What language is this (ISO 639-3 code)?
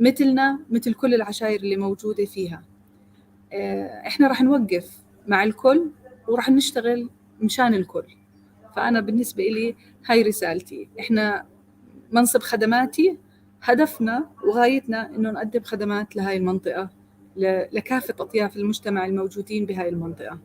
apc